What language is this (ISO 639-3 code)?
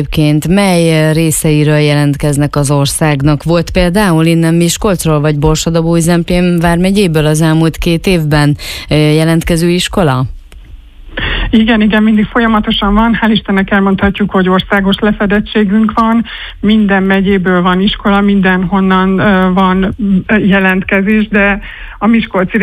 hun